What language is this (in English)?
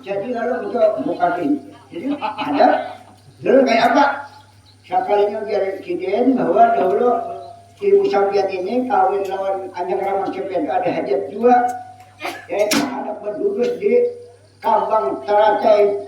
Banjar